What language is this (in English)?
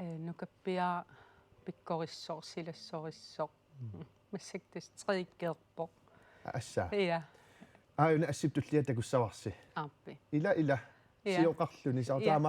Kalaallisut